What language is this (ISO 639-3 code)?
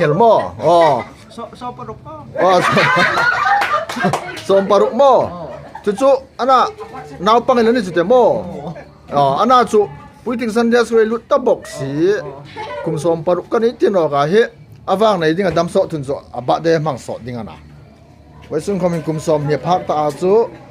hmr